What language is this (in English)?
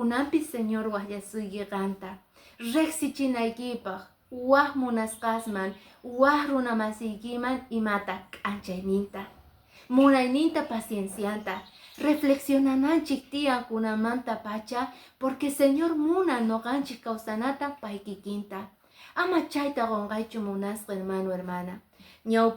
Quechua